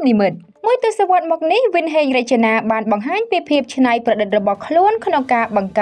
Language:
Khmer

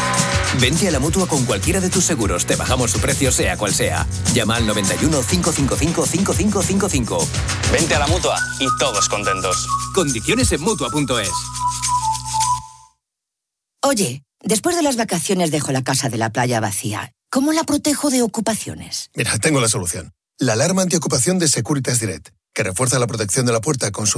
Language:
Spanish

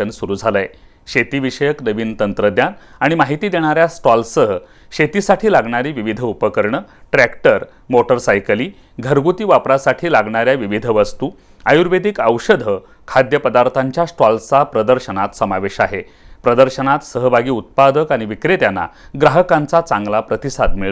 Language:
Marathi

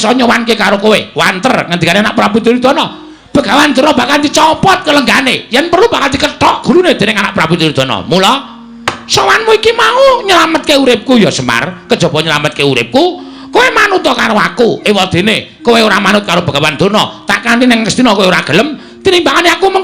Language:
Javanese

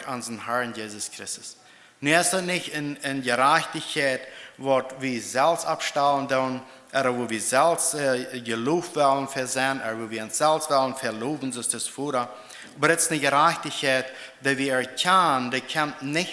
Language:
Plautdietsch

